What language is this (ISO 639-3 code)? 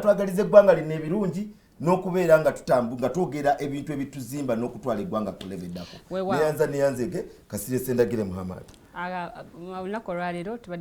lug